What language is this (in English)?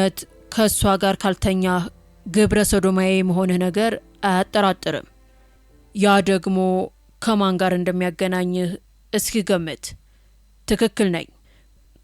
Amharic